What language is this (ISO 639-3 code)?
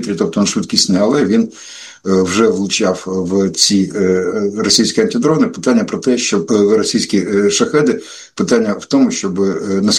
ukr